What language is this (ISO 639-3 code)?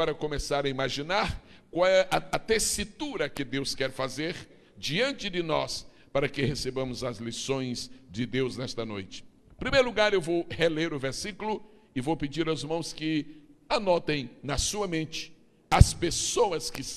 por